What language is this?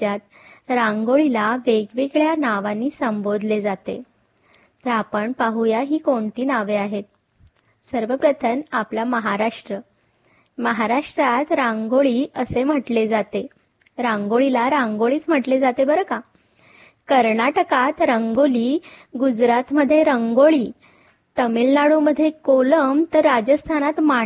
Marathi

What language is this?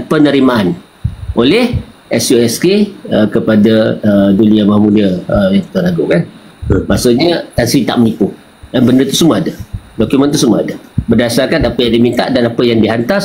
Malay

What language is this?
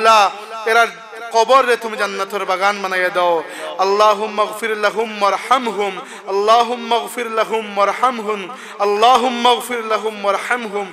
Sylheti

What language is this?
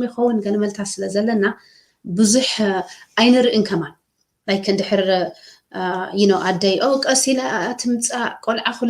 Tigrinya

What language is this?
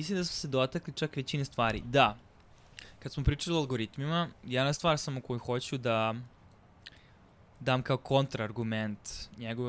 Serbian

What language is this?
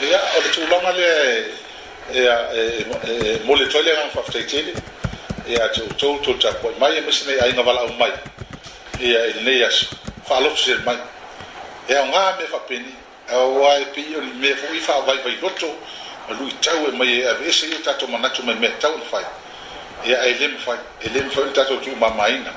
Samoan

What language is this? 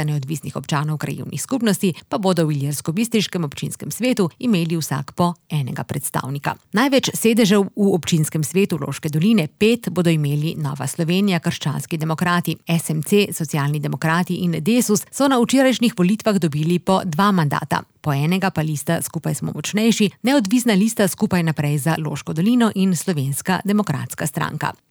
Slovenian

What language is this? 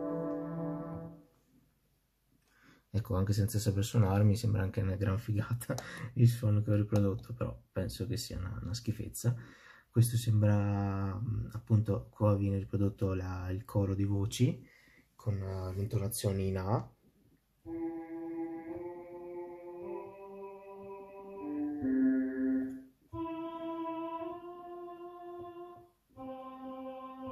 Italian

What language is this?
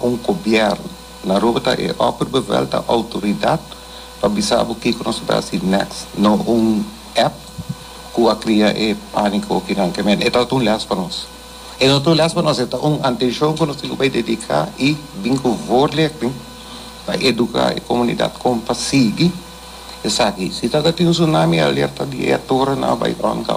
Papiamento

